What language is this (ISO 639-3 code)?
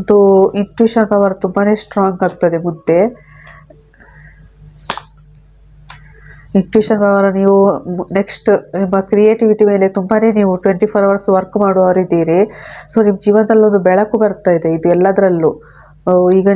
kan